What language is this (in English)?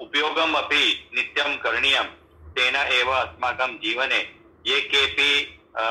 Sanskrit